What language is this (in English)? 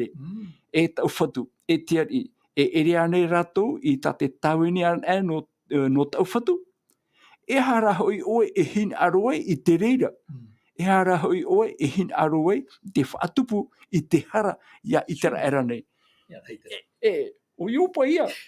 Tahitian